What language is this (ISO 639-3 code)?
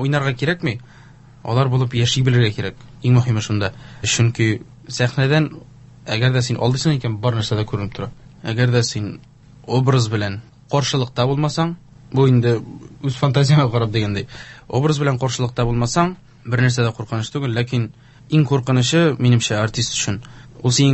tat